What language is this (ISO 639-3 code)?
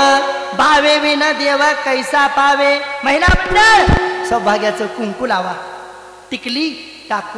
mar